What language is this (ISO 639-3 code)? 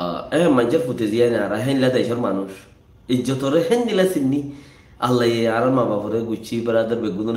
rhg